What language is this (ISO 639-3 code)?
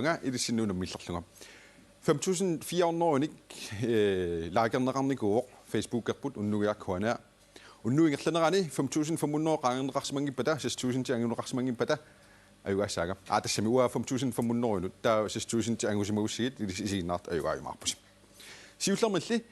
kal